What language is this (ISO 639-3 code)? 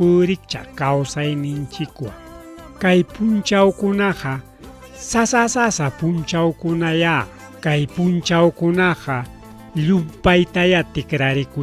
quy